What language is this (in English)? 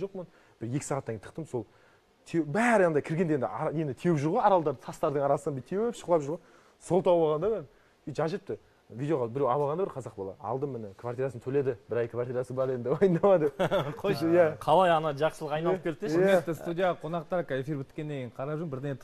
Kazakh